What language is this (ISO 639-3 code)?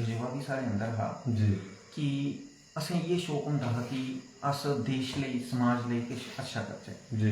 doi